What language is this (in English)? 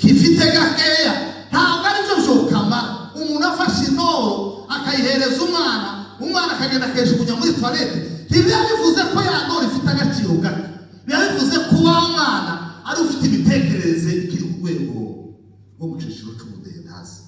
Kinyarwanda